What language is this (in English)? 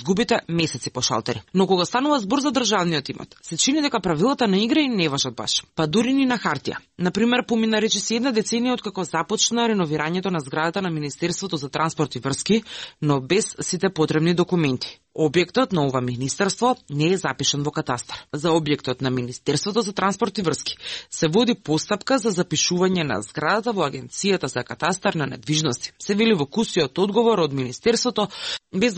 Macedonian